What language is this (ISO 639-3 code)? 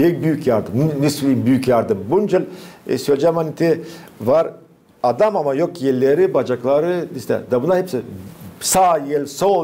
gag